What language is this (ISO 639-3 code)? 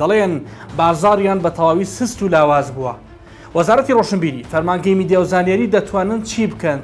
ckb